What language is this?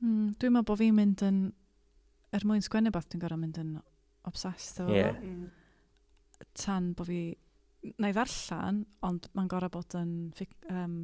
Welsh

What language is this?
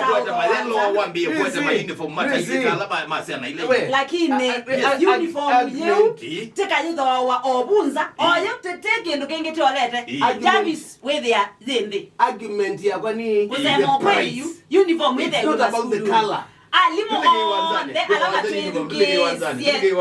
Kamba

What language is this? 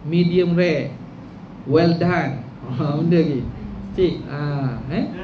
Malay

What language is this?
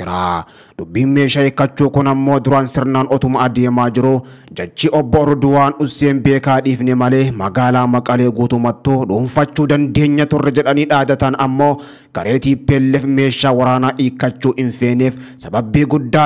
Oromo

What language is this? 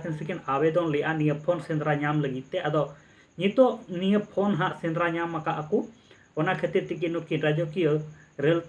Santali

